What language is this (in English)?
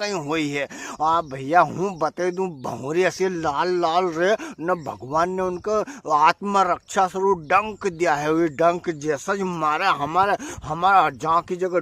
Rajasthani